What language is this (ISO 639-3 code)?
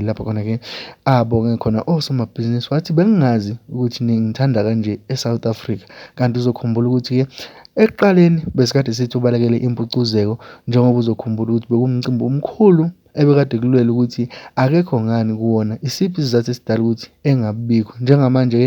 zul